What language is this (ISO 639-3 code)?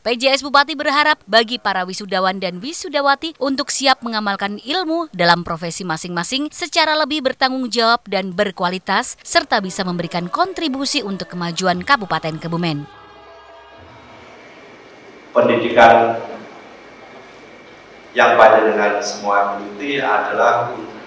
ind